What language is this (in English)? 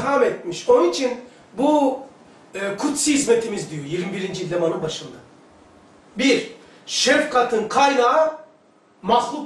Turkish